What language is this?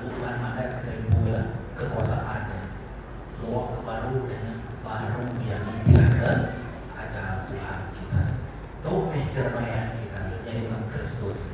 Iban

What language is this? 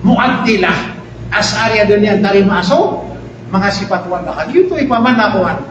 Maranao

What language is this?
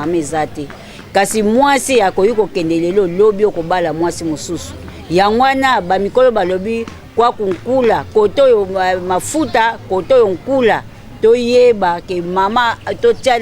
Lingala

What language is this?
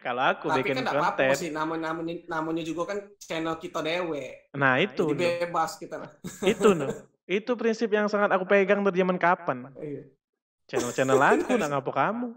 Musi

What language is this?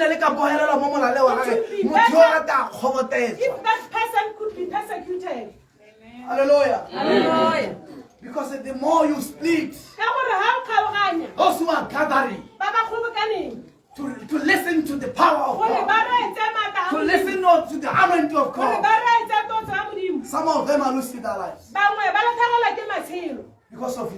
Tswana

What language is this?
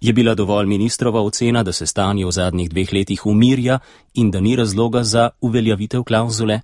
Slovenian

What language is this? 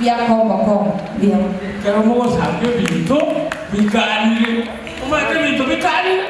Gusii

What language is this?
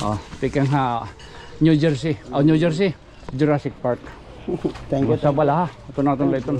Waray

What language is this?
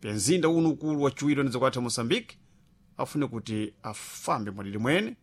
Sena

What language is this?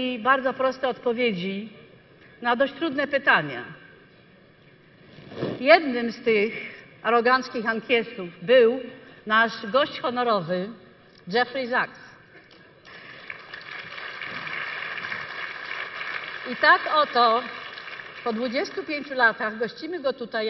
Polish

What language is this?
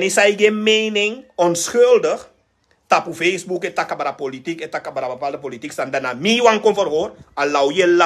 Sranan Tongo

